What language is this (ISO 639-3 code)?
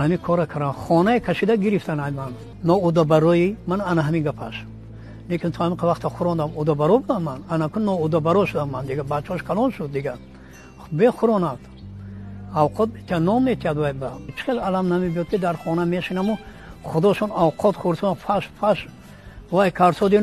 tgk